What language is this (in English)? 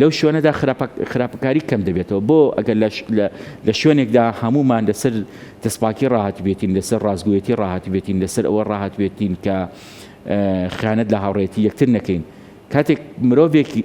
Central Kurdish